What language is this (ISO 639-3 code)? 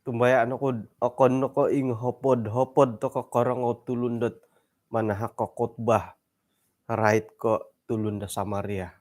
dtp